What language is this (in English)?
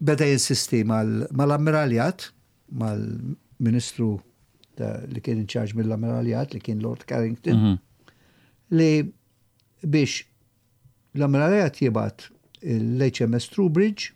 Maltese